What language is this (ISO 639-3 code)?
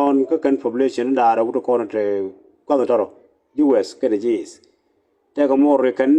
nus